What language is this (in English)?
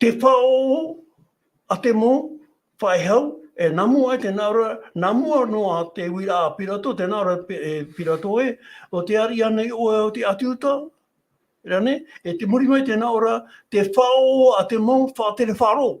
Tahitian